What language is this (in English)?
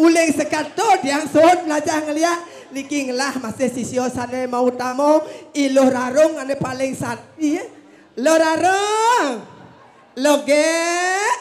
Balinese